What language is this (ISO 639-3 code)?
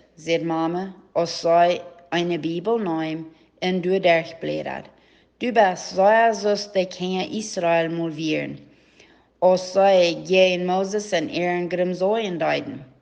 pdt